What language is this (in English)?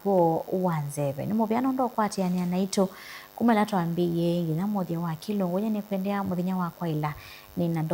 Kamba